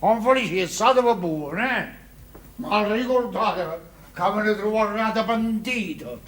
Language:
Neapolitan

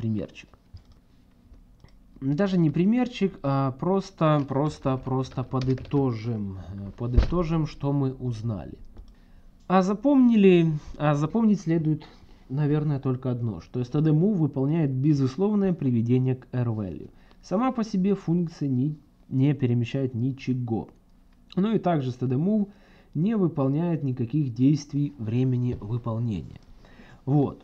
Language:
Russian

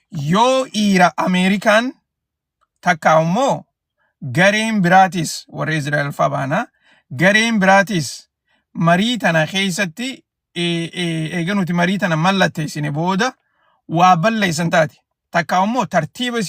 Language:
Oromo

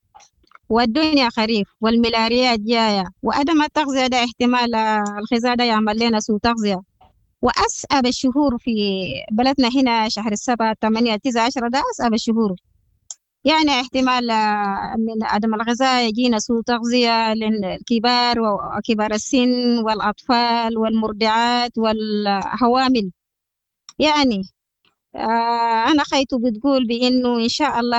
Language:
Sudanese Arabic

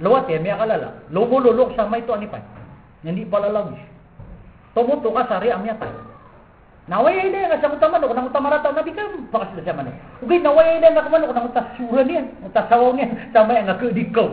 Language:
Maranao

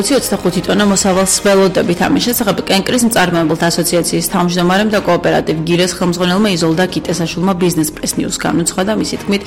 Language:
Georgian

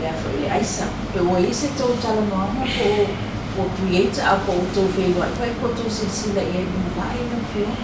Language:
Samoan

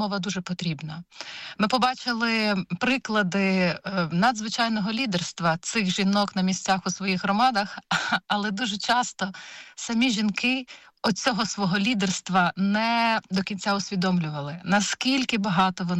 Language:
Ukrainian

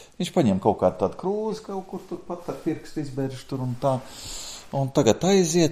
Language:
Latvian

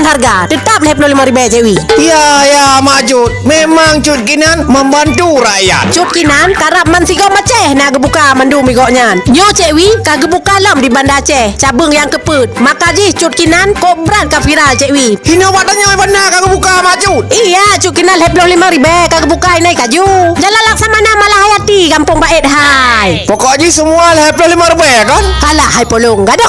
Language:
Achinese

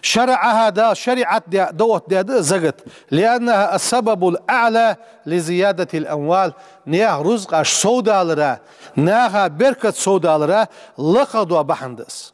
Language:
Ingush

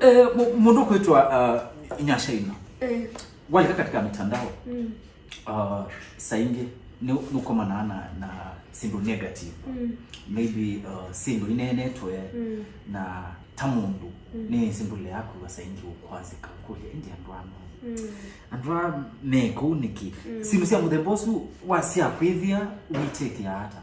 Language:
Kamba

